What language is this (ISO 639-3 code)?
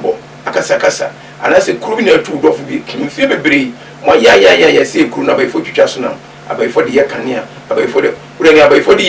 aka